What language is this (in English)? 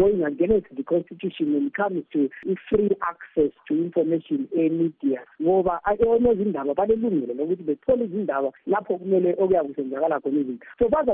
North Ndebele